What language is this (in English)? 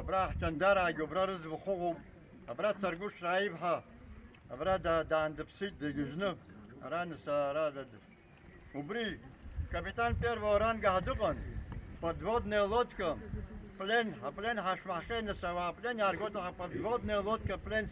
Abkhazian